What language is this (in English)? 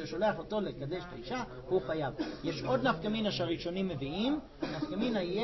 Hebrew